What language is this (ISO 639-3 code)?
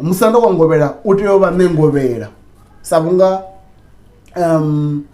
ven